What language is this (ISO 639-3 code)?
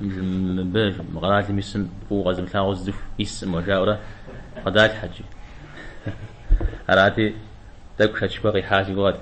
kbd